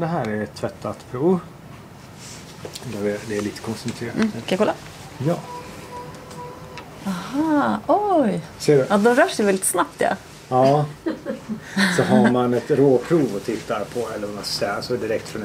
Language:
Swedish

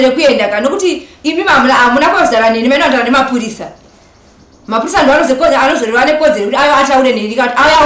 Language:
Shona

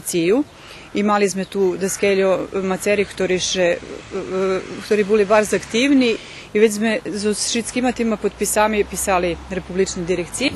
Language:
Rusyn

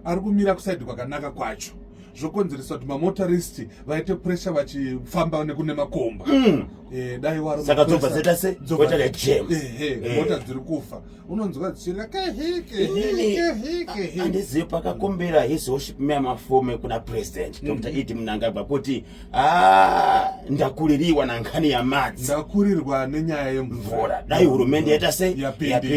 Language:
Shona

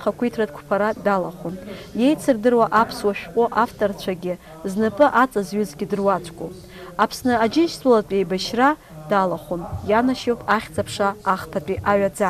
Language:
Abkhazian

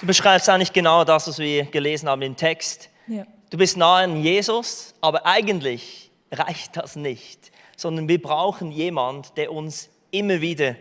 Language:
Swiss German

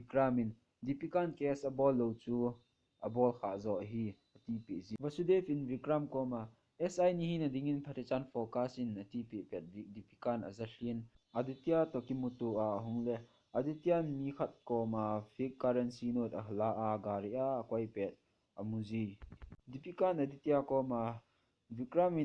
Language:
Thado Chin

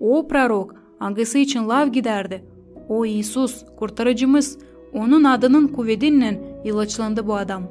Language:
Gagauz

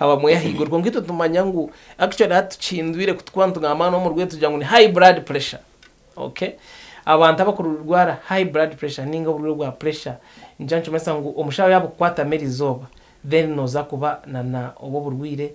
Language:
Nyankole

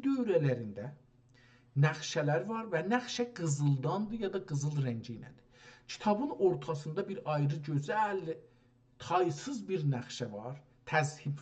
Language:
South Azerbaijani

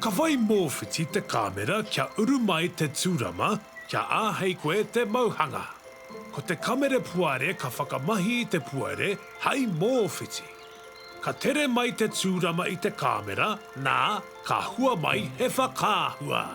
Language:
Māori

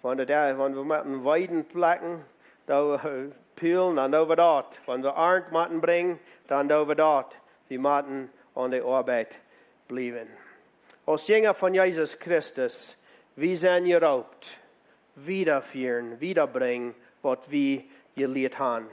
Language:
Plautdietsch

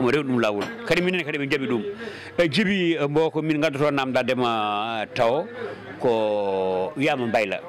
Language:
Fula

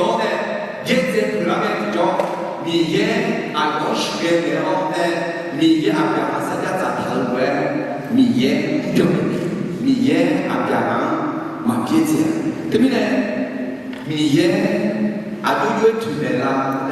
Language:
Akha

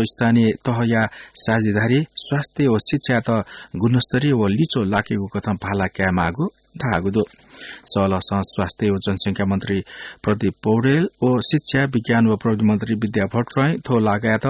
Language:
Newari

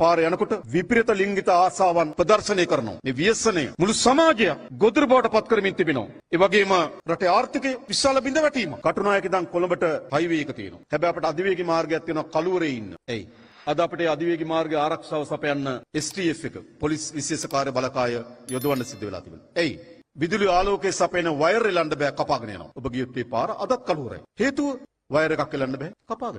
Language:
Sinhala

